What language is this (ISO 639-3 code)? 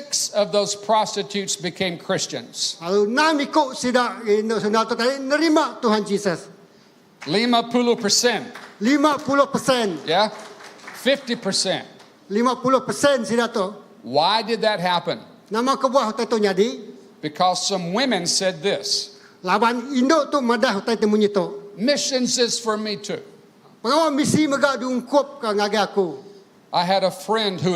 iba